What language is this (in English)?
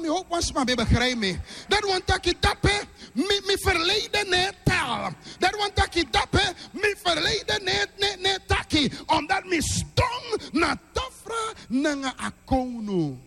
Sranan Tongo